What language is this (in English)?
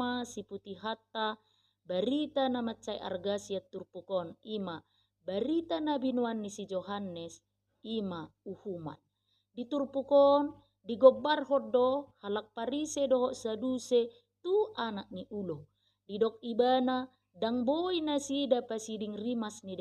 Batak Toba